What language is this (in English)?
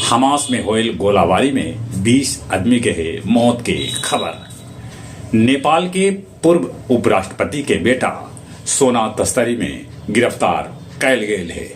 Magahi